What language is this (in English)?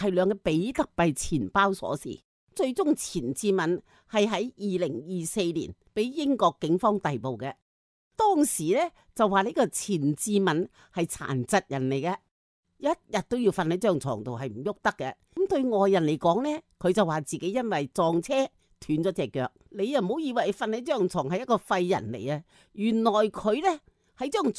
Cantonese